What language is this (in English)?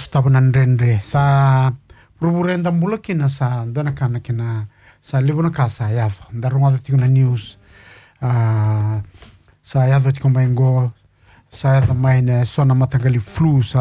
Fijian